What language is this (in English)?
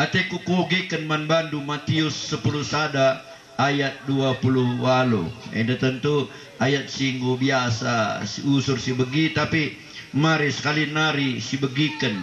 Batak Karo